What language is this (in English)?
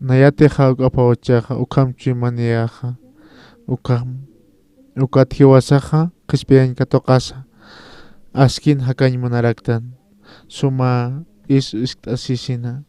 Aymara